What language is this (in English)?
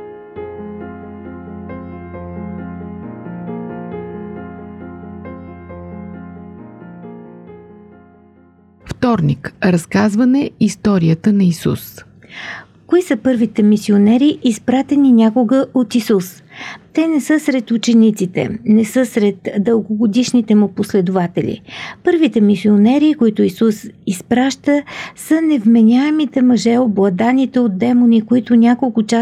Bulgarian